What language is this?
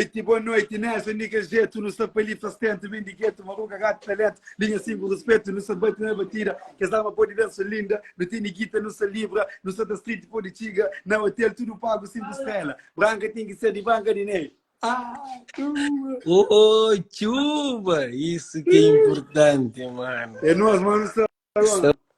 Kabuverdianu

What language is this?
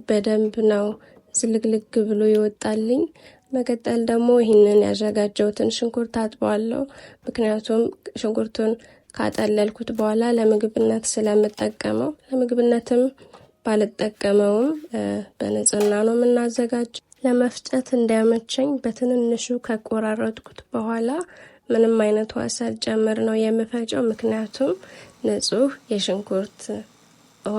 Amharic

